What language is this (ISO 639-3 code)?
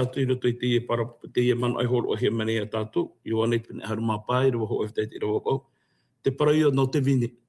tah